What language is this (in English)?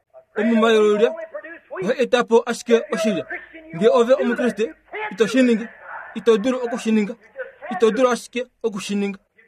Kuanyama